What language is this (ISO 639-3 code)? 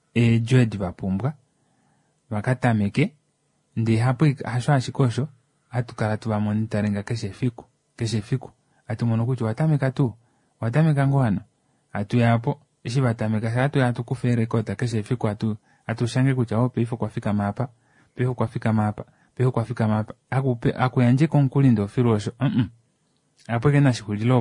kua